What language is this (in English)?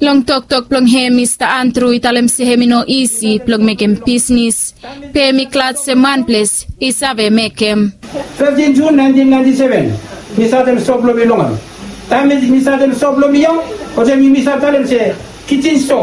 Bislama